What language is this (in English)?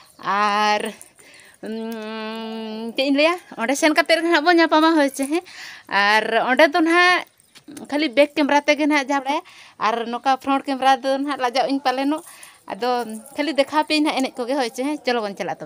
Santali